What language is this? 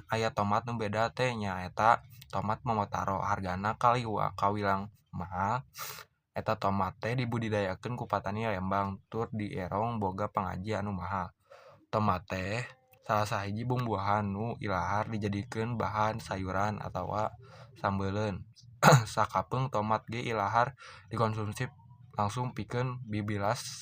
Sundanese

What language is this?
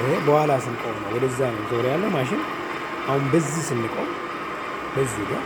Amharic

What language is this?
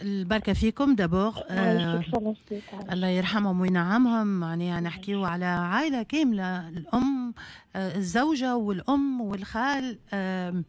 Tunisian Arabic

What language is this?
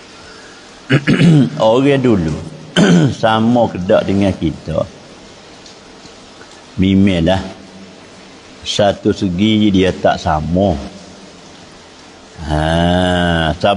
Malay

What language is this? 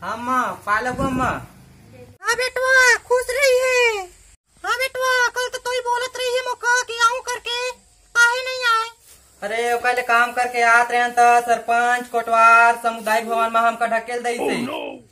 Chhattisgarhi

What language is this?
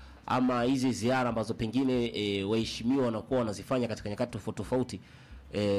Swahili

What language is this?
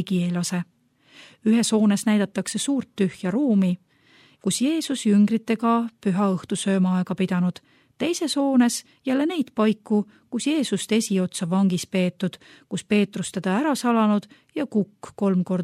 Estonian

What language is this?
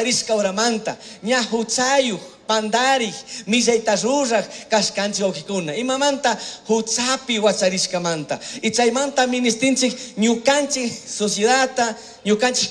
Chimborazo Highland Quichua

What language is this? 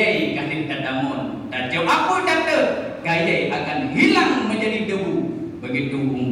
Achinese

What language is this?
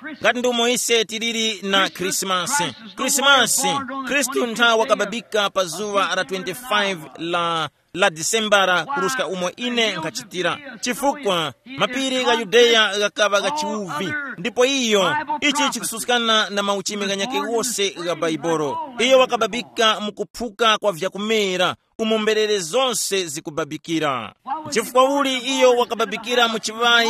Tumbuka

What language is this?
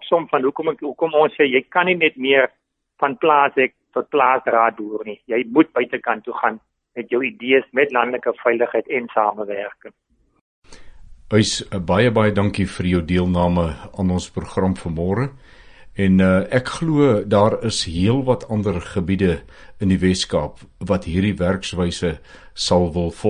Afrikaans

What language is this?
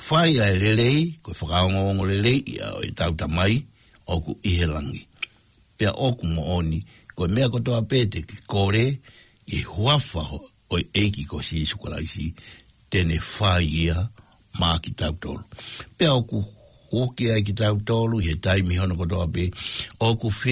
Tongan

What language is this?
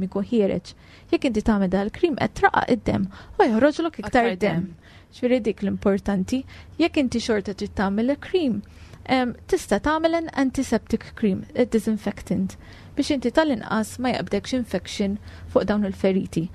Maltese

